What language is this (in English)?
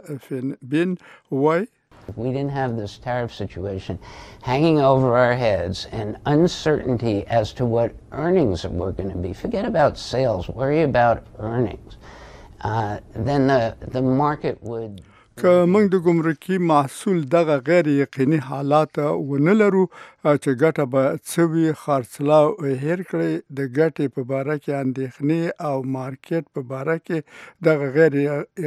Pashto